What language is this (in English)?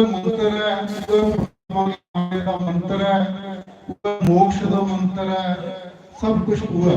Dogri